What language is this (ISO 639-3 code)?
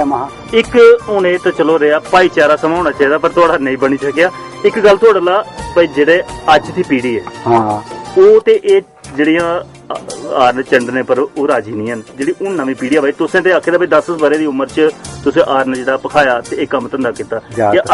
doi